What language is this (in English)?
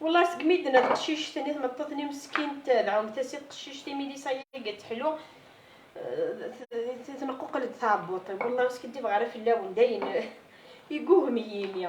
Kabyle